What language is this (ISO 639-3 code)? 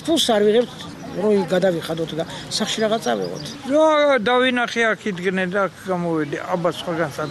kat